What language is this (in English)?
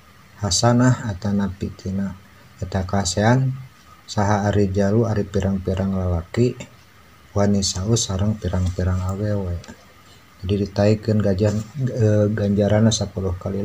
Sundanese